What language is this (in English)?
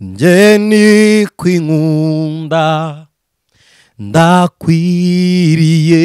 Kinyarwanda